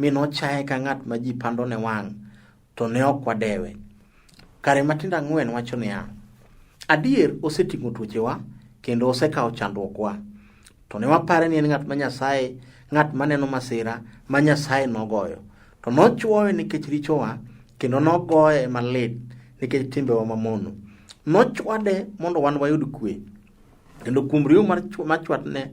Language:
Luo (Kenya and Tanzania)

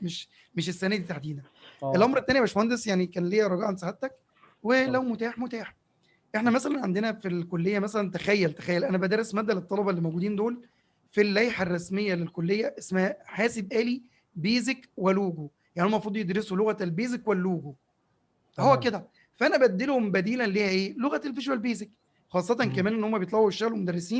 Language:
Egyptian Arabic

